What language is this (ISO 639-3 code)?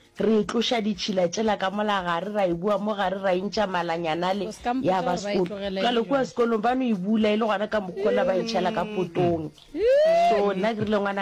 nso